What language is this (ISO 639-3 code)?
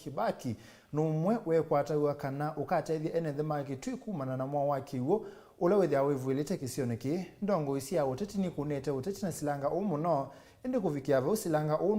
kam